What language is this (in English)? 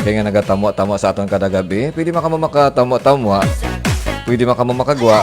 Hiligaynon